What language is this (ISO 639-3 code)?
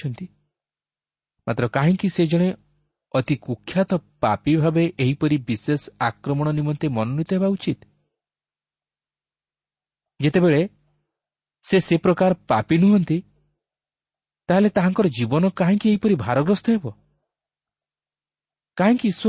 ori